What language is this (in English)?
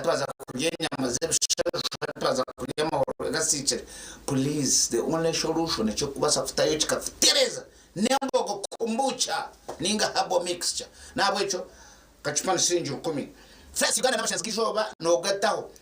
Nyankole